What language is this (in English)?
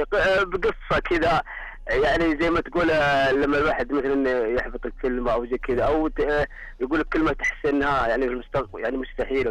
Najdi Arabic